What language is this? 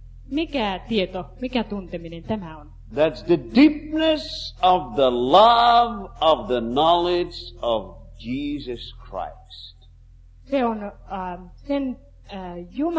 Finnish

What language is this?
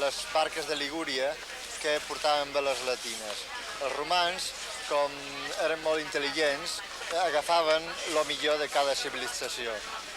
Occitan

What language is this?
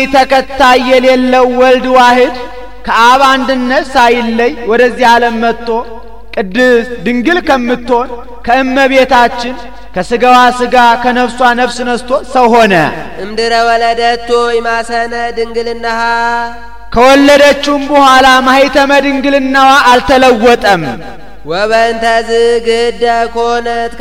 Amharic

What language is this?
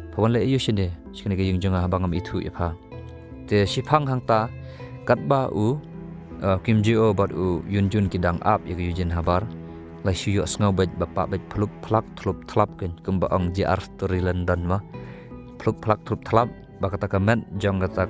Khasi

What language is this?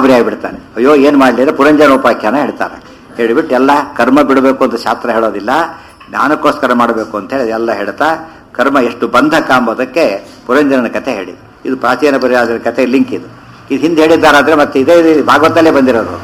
Kannada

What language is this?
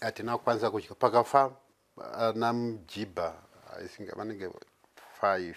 Shona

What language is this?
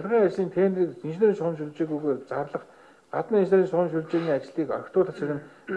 Mongolian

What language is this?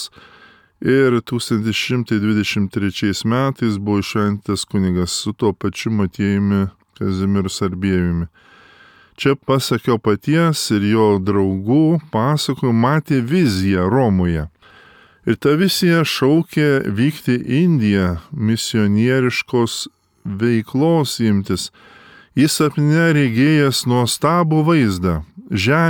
Lithuanian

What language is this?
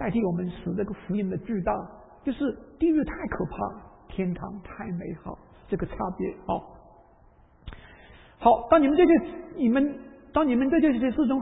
Chinese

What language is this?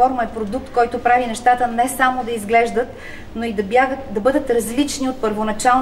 Bulgarian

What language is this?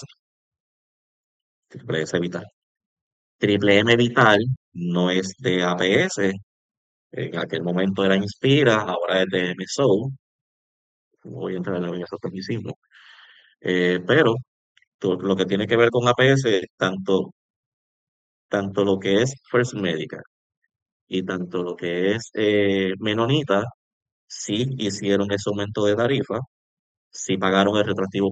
Spanish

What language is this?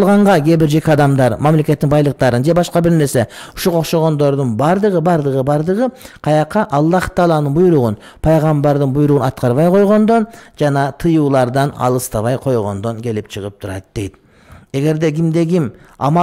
Kyrgyz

